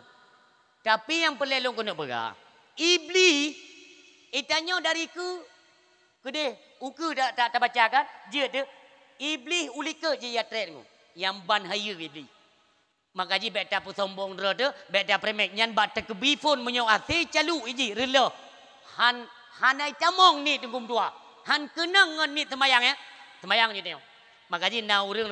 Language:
Achinese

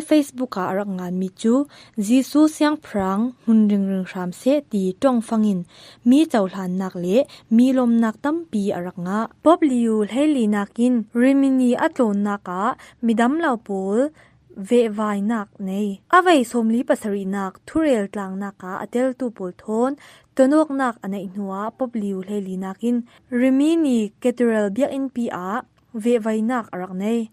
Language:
Falam Chin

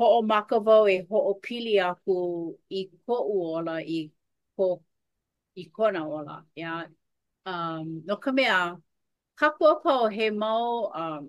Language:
Hawaiian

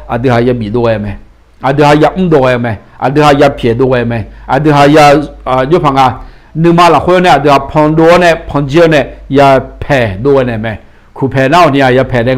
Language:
Akha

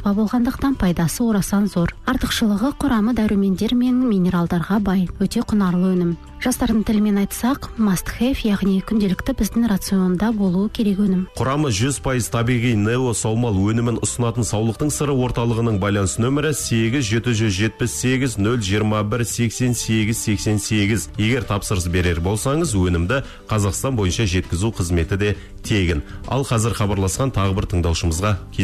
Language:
Kazakh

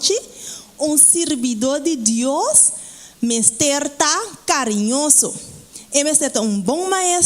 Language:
Papiamento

